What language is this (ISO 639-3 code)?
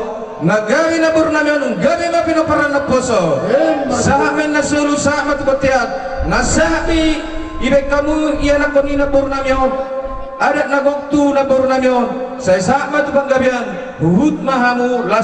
bbc